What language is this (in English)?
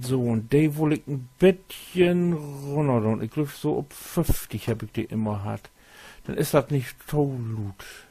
Low German